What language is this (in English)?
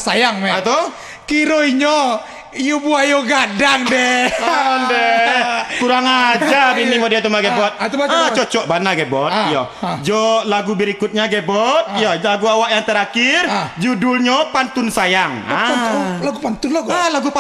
Minangkabau